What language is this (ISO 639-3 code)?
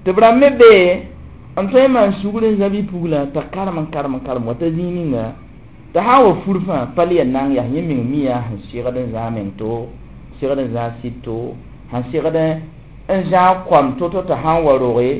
mos